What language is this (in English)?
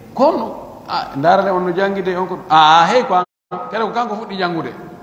Pular